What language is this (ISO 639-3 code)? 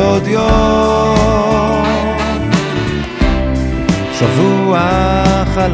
heb